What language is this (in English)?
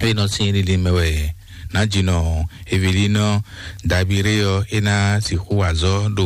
Fon